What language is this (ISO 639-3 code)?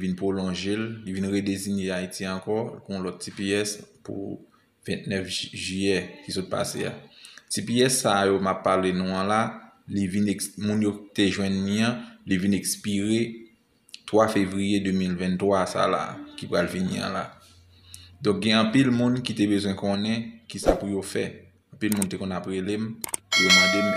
hat